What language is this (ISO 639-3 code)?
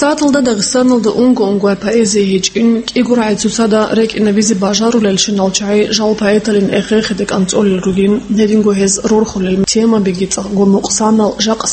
ava